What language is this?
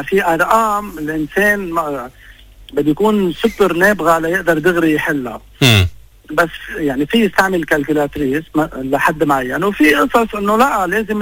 North Levantine Arabic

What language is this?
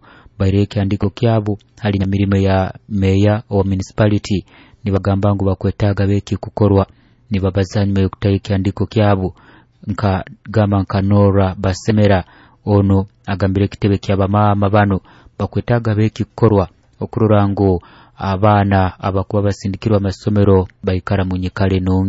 Nyoro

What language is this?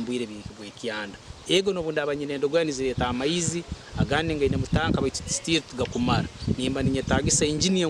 Nyankole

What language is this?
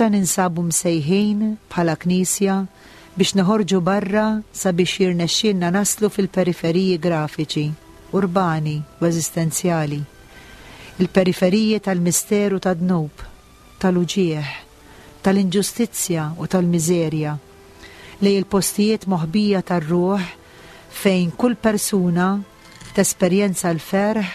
Maltese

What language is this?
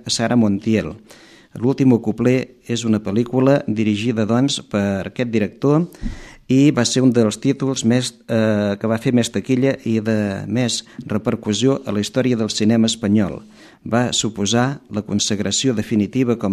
Catalan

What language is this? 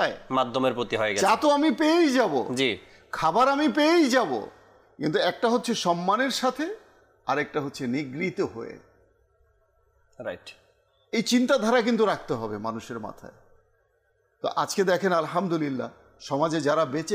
Bangla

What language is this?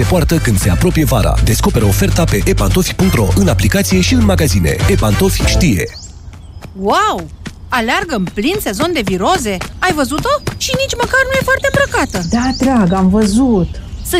Romanian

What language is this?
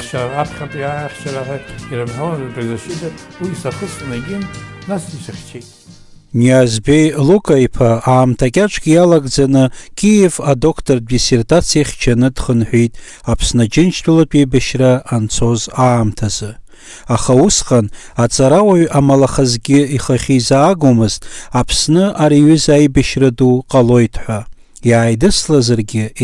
Abkhazian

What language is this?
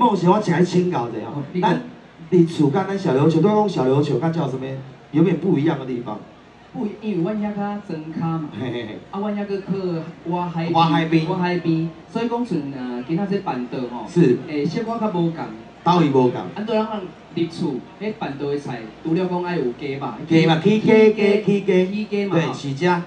Min Nan Chinese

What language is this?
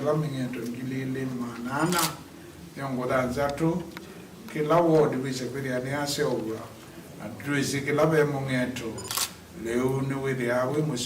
Kamba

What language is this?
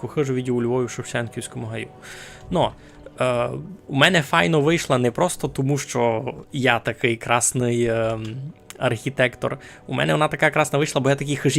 Rusyn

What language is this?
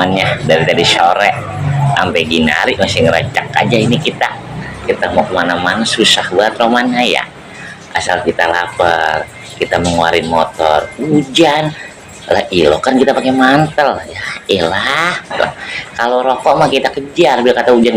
Betawi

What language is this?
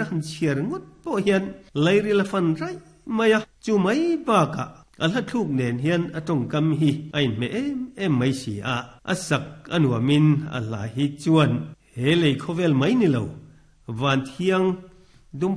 Mizo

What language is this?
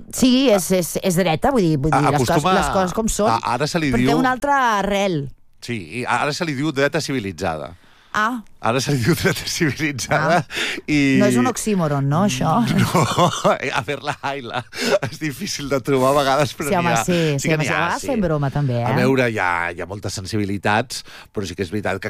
Catalan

